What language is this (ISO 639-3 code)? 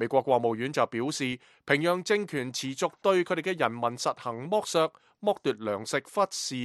yue